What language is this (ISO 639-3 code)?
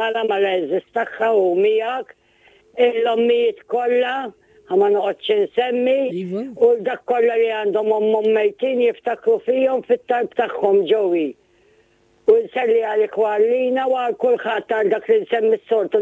mlt